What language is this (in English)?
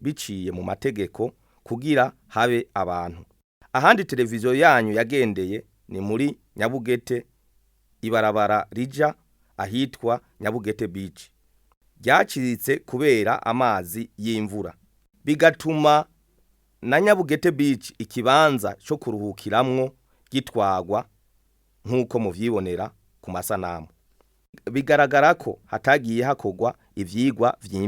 Rundi